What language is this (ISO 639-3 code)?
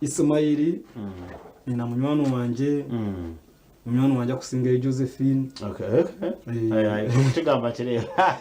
nyn